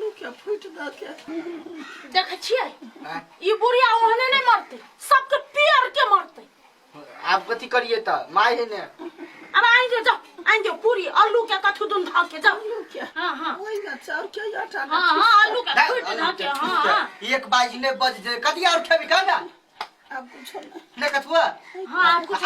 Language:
Maithili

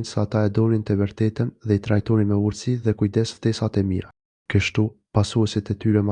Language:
Albanian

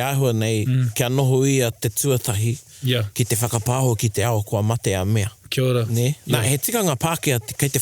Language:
Māori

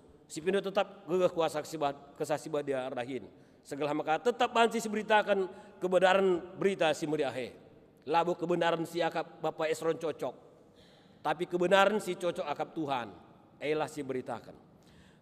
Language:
Batak Karo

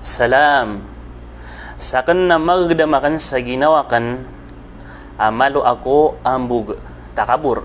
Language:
Maranao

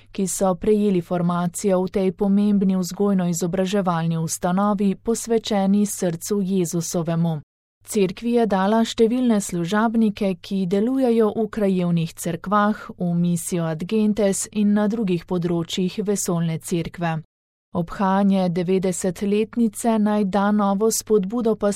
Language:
Slovenian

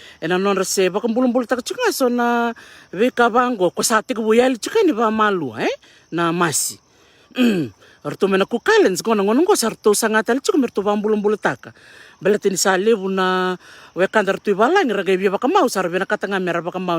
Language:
Fijian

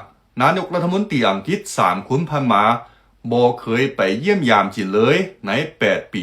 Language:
Lao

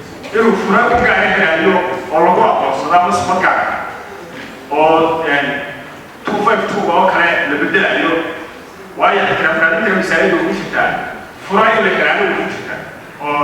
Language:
Somali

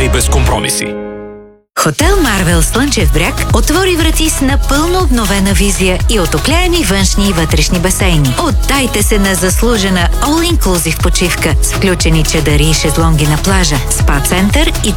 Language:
Bulgarian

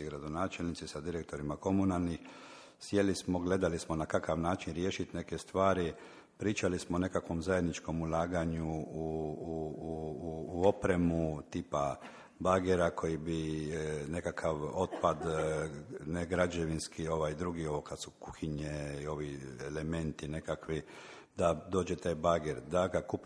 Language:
Croatian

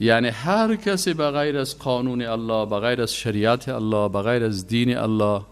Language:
Persian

